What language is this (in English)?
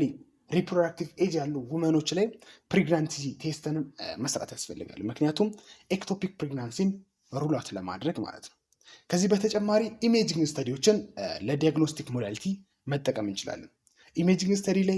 Amharic